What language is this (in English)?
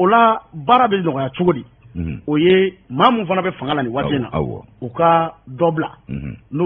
Bambara